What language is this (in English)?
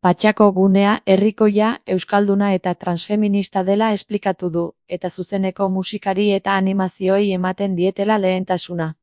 Basque